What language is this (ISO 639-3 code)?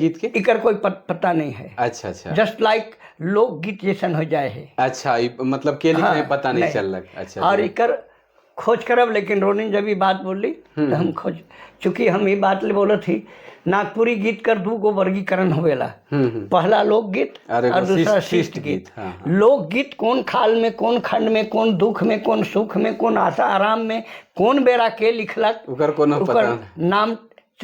sck